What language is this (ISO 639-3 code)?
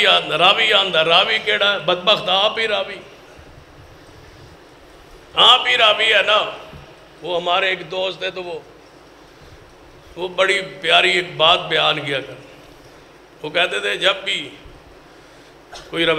urd